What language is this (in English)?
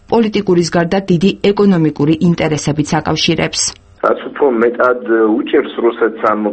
Georgian